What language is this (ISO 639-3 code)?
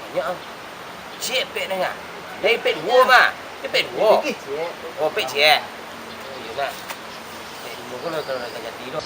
min